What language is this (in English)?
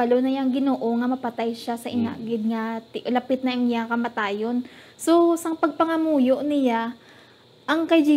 Hiligaynon